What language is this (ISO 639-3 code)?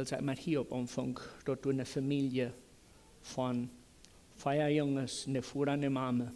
pdt